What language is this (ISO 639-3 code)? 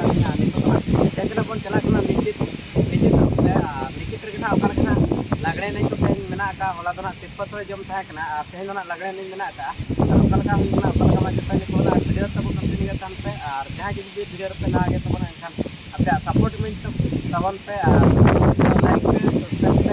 sat